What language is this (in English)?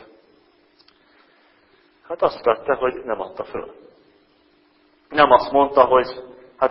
Hungarian